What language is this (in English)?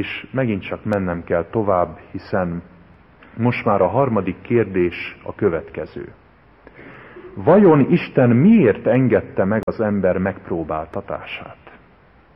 Hungarian